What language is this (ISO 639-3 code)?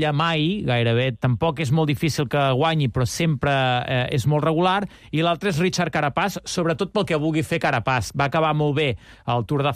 cat